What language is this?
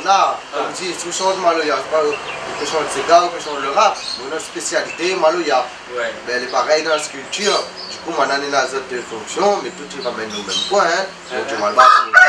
Réunion Creole French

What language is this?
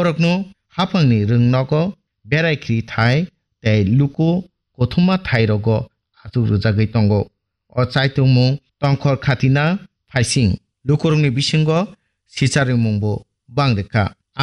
Kok Borok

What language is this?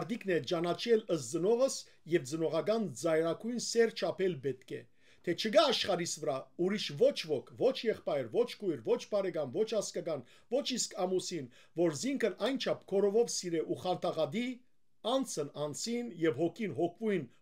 Western Armenian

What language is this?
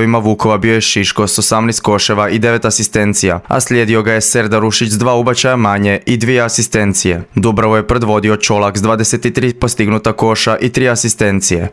Croatian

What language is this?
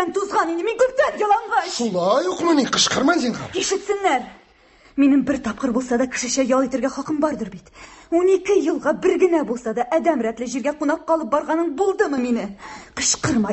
Tatar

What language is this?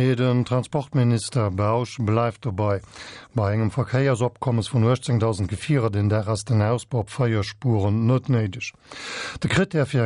Luxembourgish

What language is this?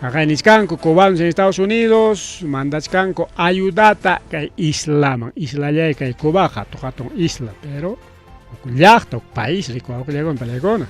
Ayacucho Quechua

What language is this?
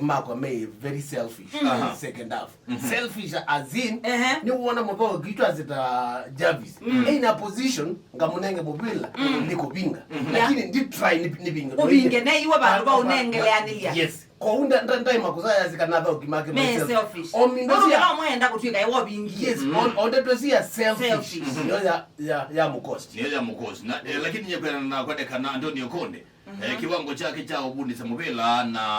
Kamba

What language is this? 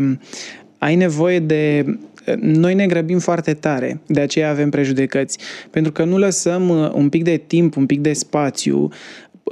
Romanian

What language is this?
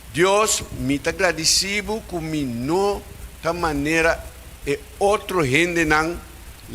Papiamento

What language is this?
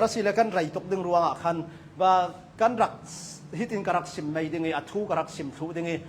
Hakha Chin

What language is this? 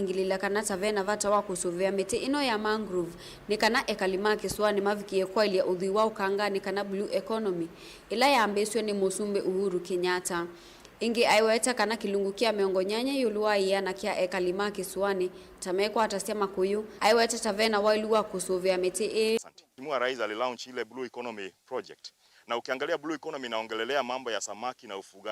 Kamba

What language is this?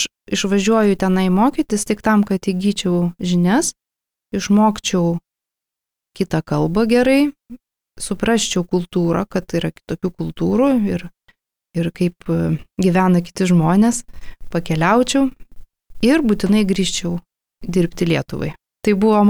Lithuanian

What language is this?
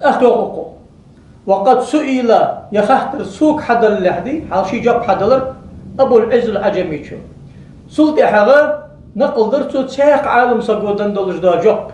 Ingush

